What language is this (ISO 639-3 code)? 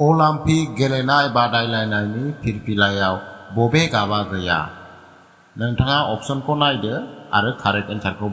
brx